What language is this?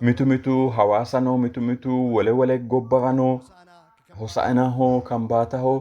Sidamo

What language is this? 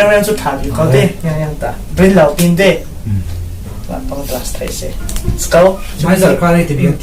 Falam Chin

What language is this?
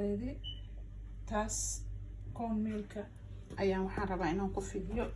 Somali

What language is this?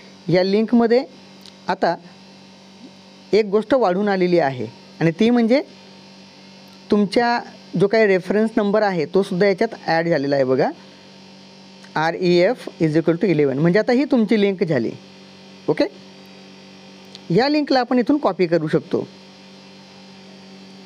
Marathi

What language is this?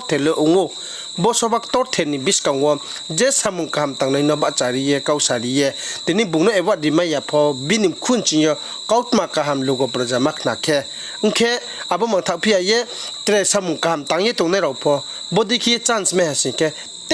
Riang (India)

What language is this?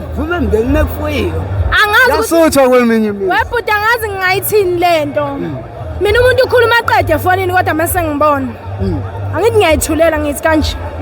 Zulu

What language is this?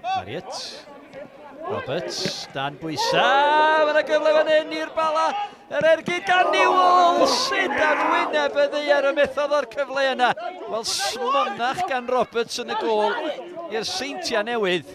Welsh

